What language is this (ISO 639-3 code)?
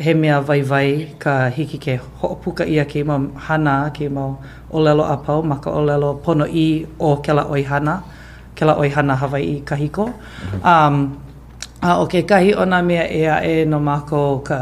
haw